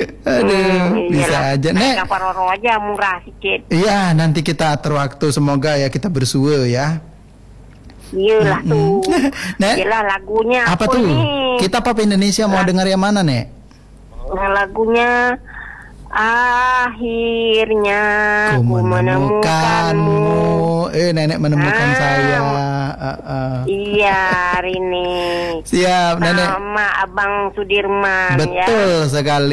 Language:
Indonesian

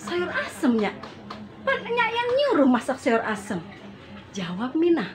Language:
Betawi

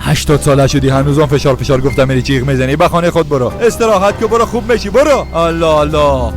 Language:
Persian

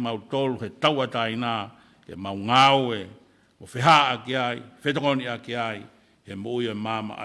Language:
Tongan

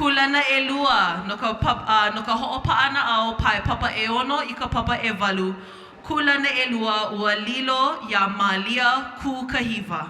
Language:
Hawaiian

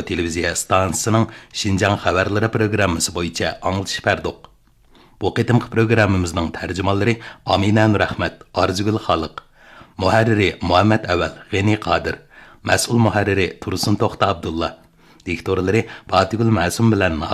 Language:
Uyghur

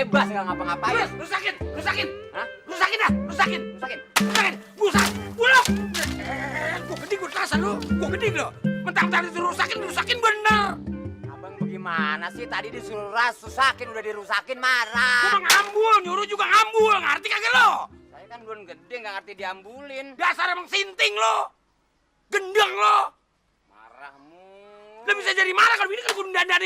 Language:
Betawi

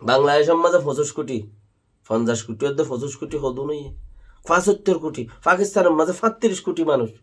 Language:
Rohingya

